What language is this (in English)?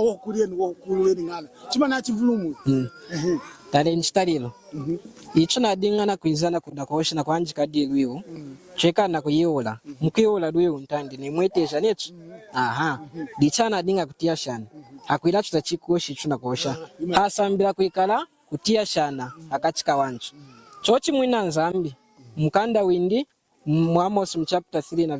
Lunda